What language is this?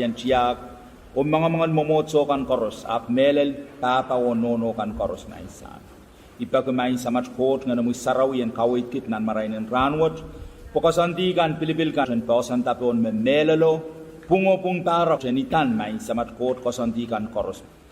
Pohnpeian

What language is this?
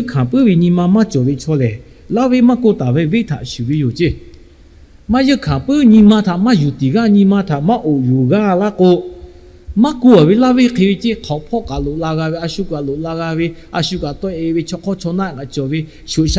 Lahu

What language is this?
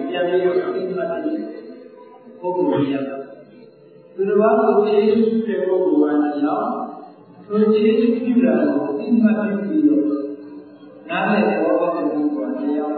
Burmese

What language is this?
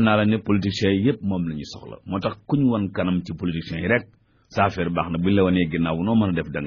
Wolof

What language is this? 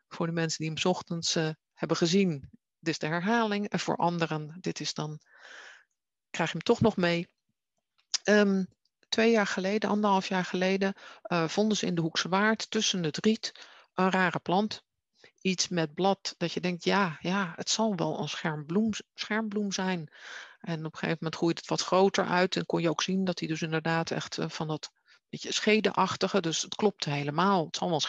Dutch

